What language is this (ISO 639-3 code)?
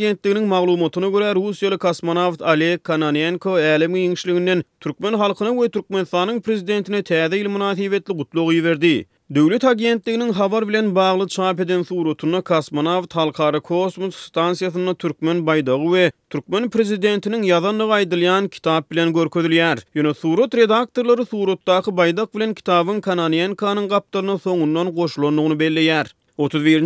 tuk